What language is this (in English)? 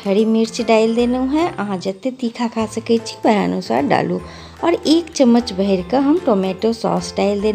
Maithili